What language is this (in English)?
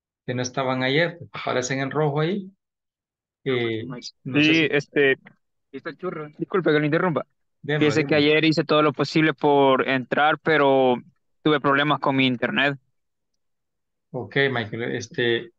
Spanish